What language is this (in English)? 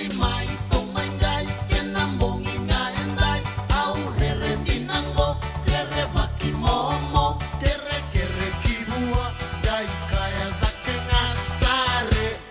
Fijian